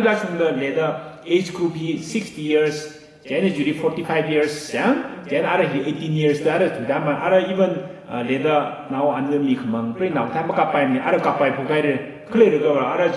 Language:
Tangkhul Naga (India)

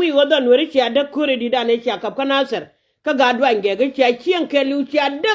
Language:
Nuer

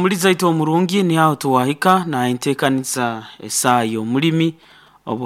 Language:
Nyoro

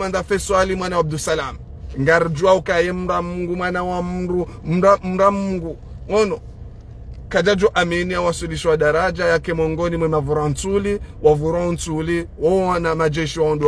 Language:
Ngazidja Comorian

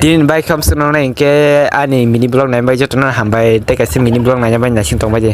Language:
Kok Borok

